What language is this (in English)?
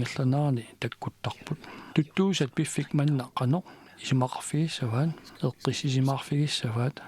Kalaallisut